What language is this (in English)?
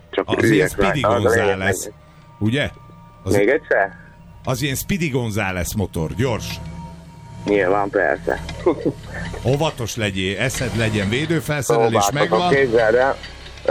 Hungarian